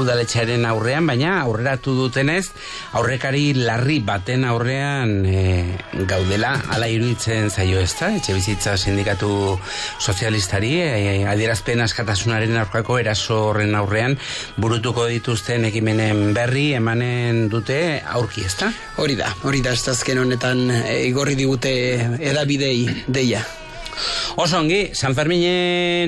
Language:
Basque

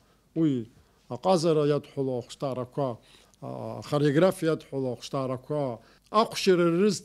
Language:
Abkhazian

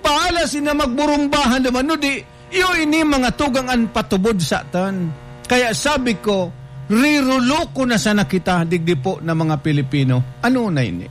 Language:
Bikol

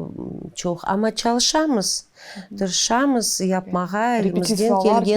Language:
Crimean Tatar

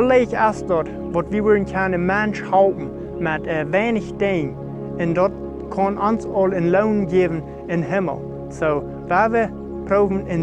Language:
Plautdietsch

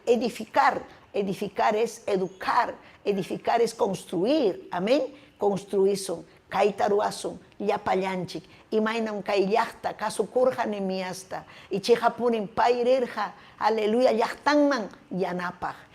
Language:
Ayacucho Quechua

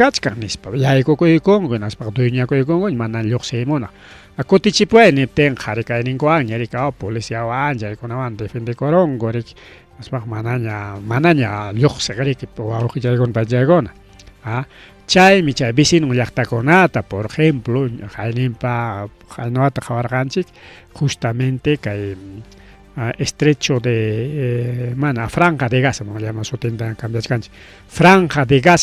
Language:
Ayacucho Quechua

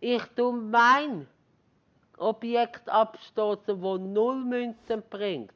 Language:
Swiss German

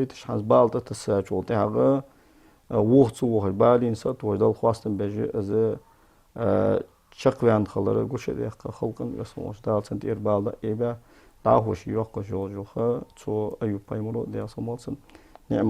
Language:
Ingush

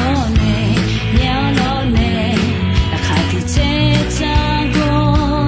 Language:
Akha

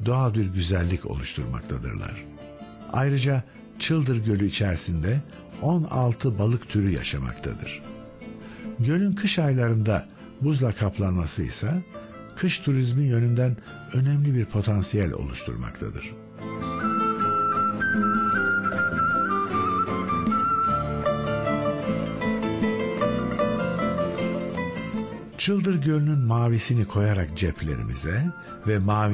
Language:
Turkish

